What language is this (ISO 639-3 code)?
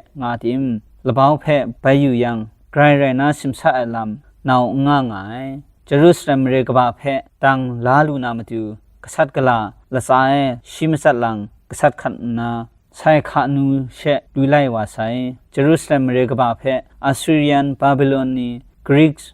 kac